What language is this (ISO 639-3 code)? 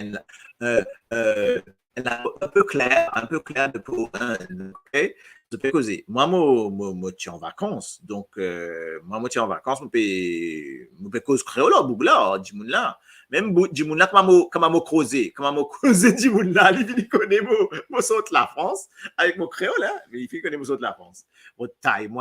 mfe